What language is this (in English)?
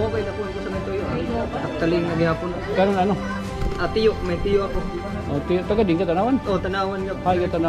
Waray